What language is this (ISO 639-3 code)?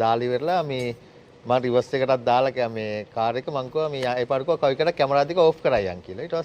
sin